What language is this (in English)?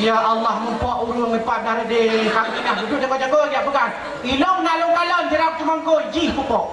Achinese